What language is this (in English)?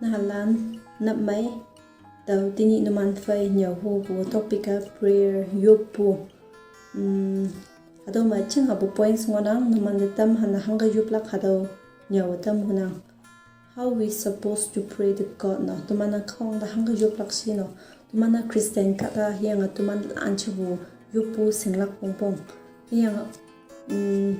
Konyak Naga